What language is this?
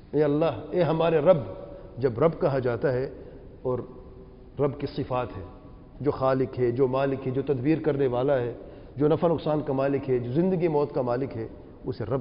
Urdu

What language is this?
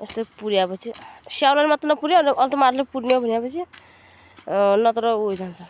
Nepali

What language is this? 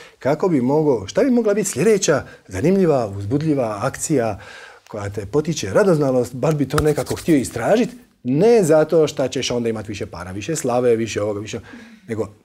Croatian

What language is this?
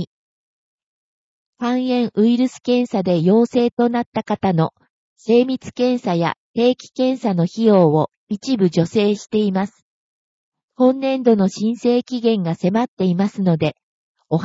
Japanese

